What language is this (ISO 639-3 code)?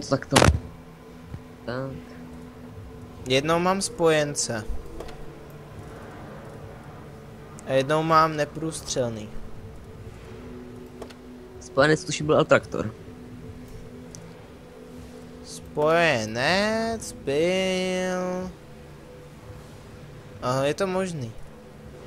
ces